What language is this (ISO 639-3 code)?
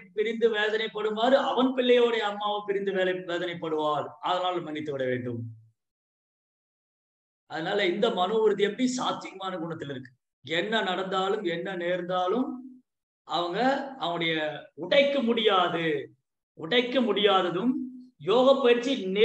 tam